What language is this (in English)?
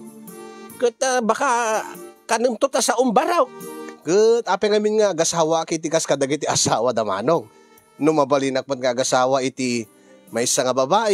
Iloko